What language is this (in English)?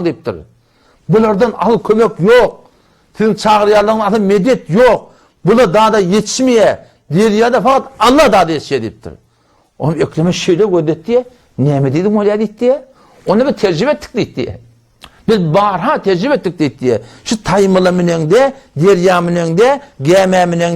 Turkmen